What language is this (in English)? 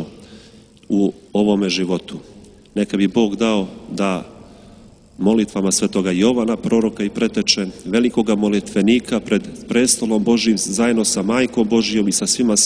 Serbian